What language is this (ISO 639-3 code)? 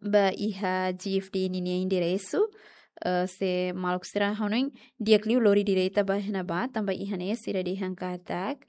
tet